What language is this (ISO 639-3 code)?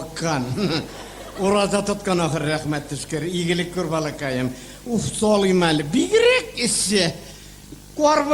tat